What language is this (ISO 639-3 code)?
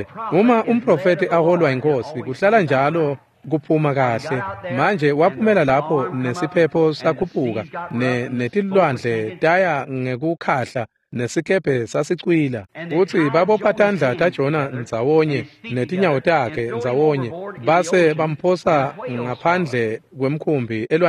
ssw